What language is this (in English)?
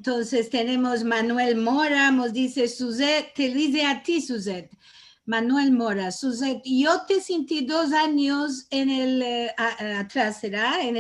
Ladino